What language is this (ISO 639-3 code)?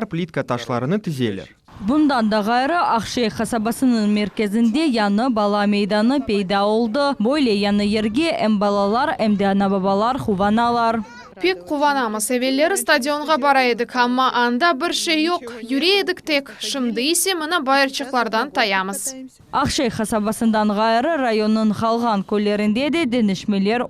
crh